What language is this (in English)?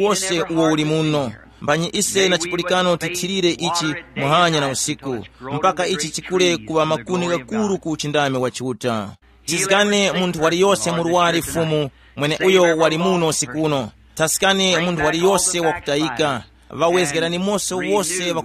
Tumbuka